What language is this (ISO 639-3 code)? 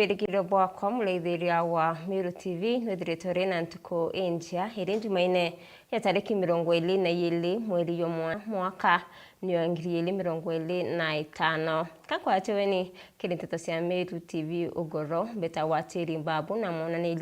mer